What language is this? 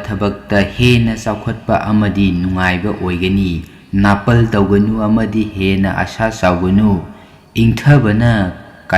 Manipuri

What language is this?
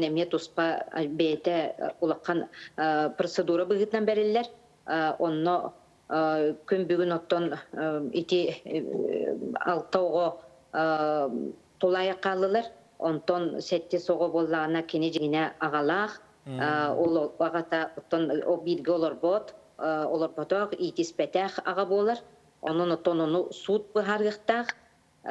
Yakut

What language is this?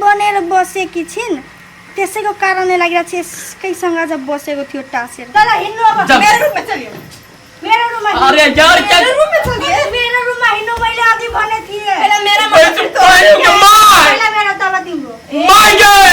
Maithili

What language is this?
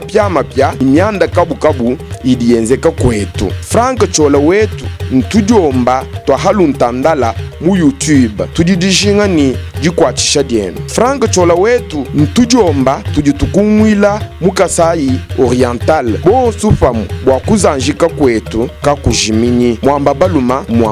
Luba-Lulua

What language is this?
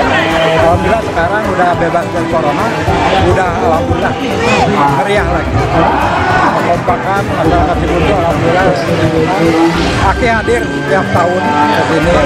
Indonesian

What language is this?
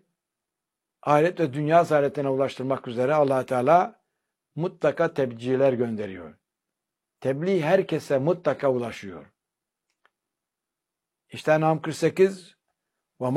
Turkish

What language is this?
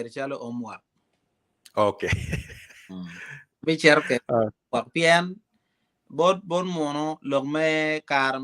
Acoli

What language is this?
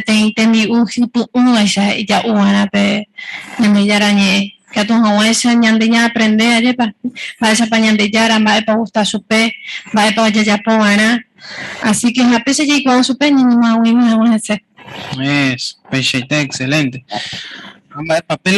Guarani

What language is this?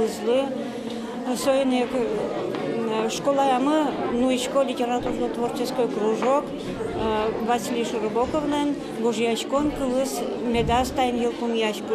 Udmurt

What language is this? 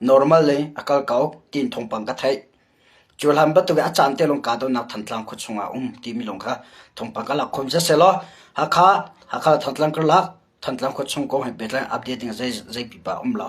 Hakha Chin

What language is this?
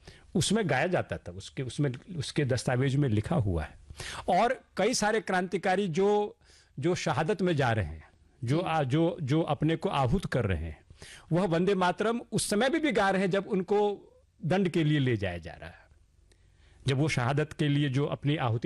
Hindi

